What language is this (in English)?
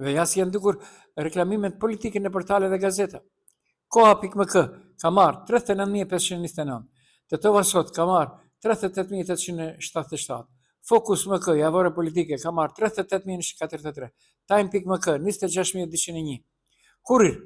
Albanian